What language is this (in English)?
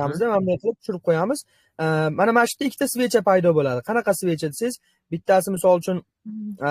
Uzbek